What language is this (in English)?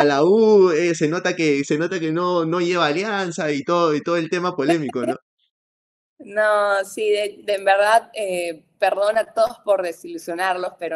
Spanish